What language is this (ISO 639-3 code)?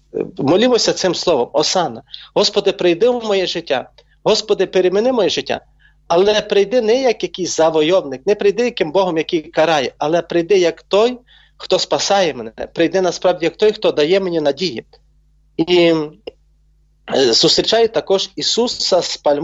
ukr